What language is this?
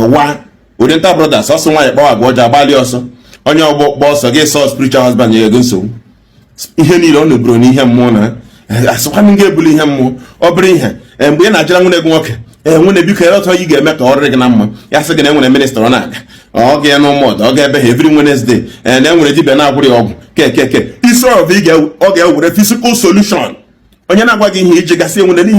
Igbo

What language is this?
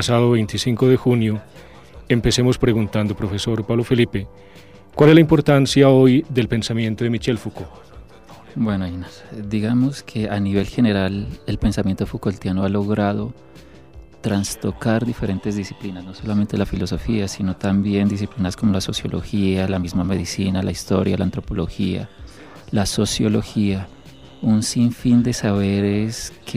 Spanish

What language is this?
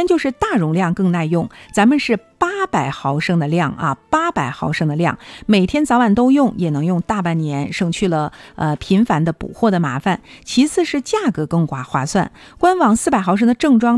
Chinese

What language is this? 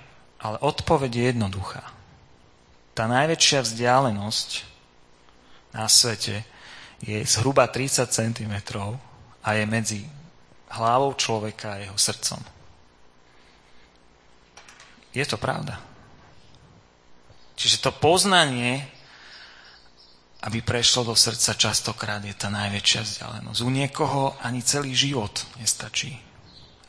Slovak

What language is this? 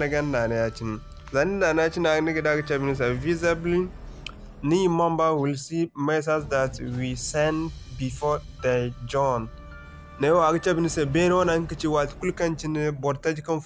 Zarma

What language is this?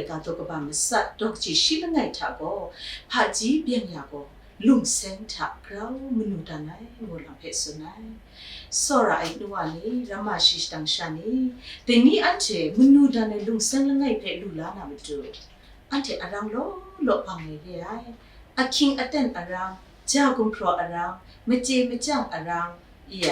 Kachin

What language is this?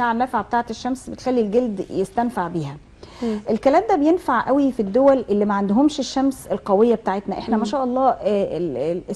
Egyptian Arabic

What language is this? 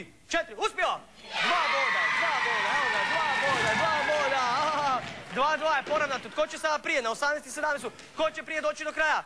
Croatian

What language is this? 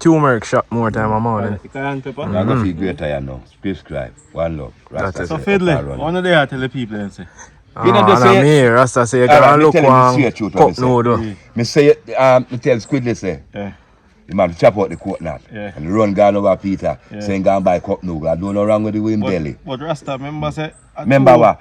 Jamaican Creole English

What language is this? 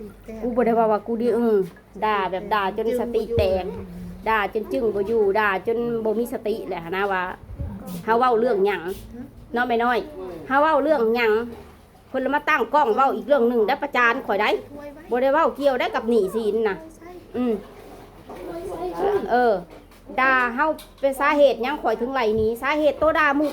Lao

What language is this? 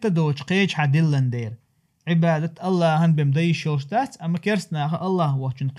Chechen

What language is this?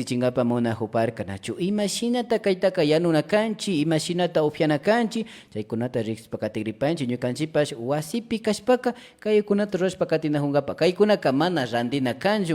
Imbabura Highland Quichua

